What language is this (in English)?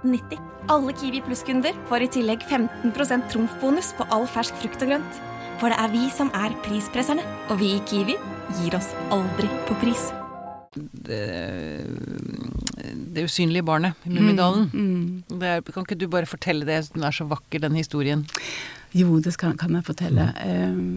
Norwegian